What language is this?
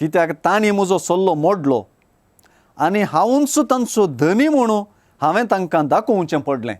Konkani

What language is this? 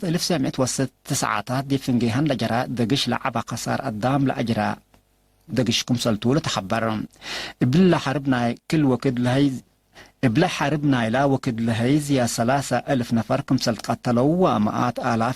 Tigre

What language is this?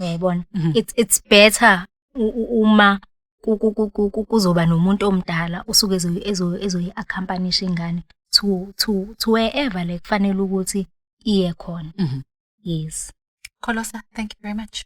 Zulu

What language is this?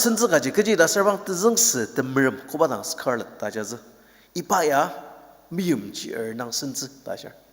Ao Naga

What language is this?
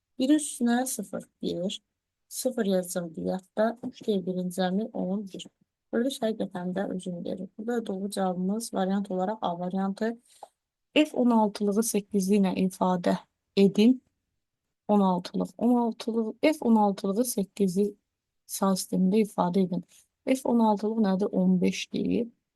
Azerbaijani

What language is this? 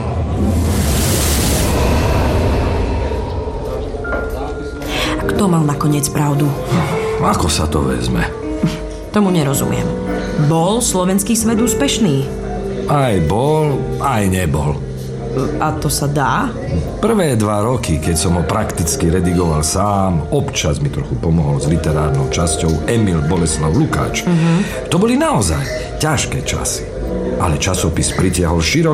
Slovak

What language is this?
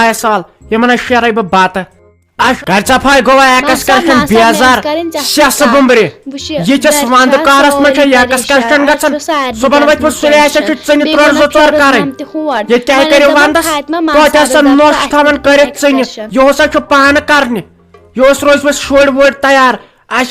Kashmiri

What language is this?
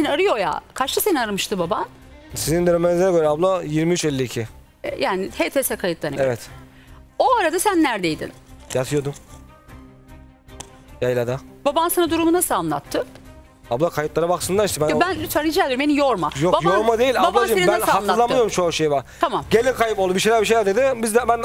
Turkish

